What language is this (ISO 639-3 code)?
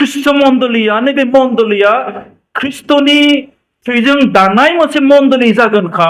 brx